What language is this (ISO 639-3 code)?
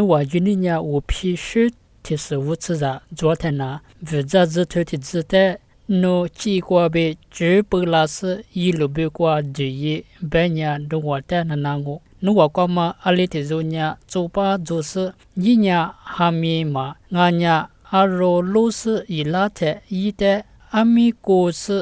lis